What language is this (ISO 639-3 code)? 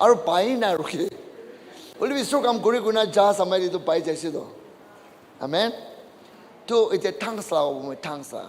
nag